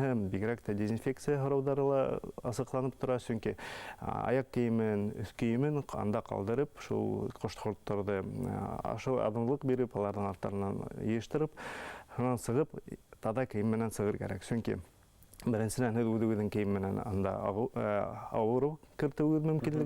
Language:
Bashkir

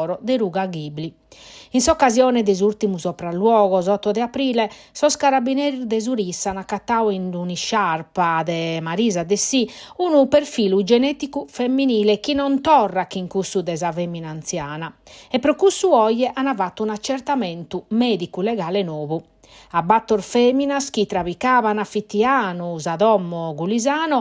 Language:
Sardinian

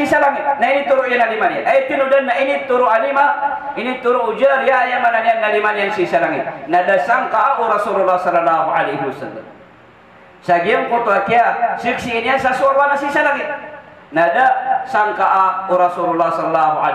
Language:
Maranao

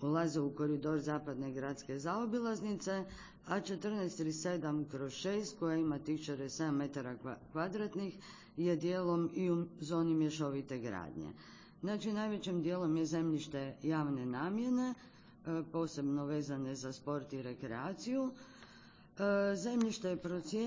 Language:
Croatian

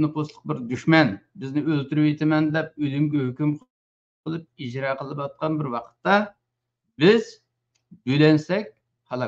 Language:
Uyghur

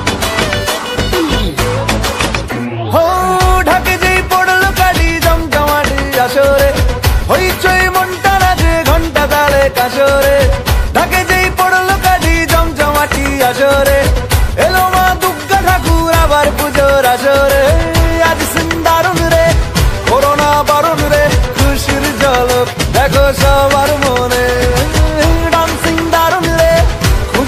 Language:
Bangla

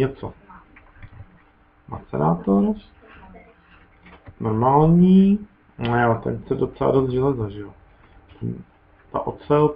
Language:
Czech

